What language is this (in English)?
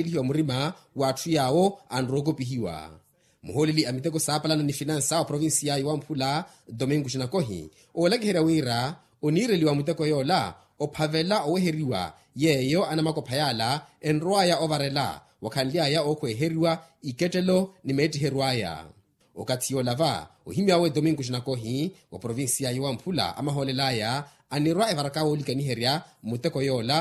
Makhuwa